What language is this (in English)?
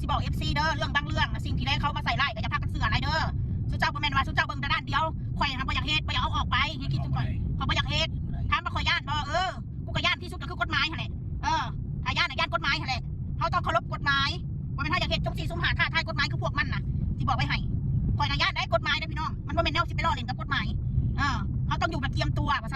Northeastern Thai